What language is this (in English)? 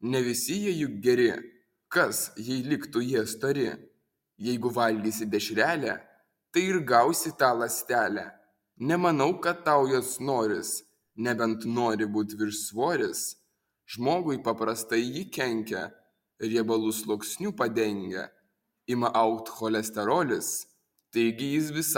Lithuanian